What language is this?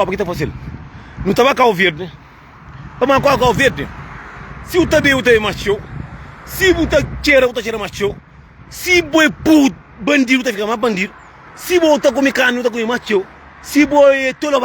Kabuverdianu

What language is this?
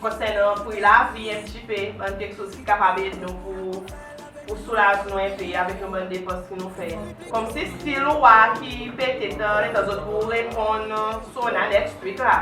Seselwa Creole French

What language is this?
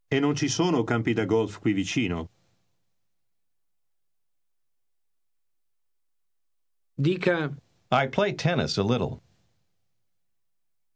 Italian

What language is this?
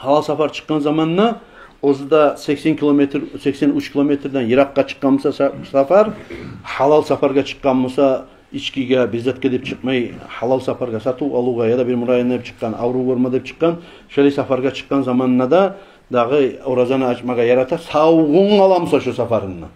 Kumyk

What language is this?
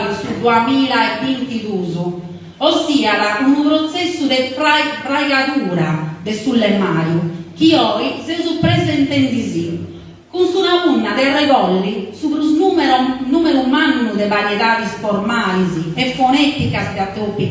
Sardinian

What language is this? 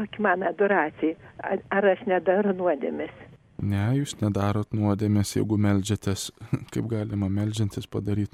Lithuanian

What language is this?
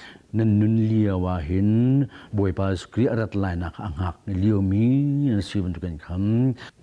Hakha Chin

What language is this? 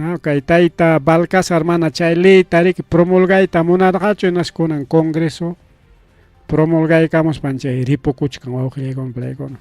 Ayacucho Quechua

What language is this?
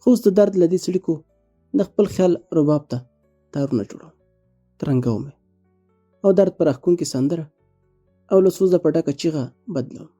Pashto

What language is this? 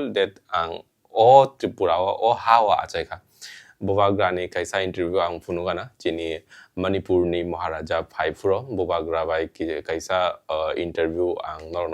Kok Borok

